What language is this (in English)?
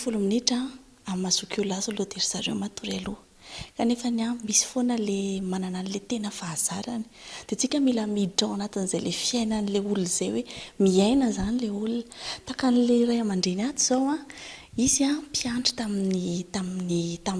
Malagasy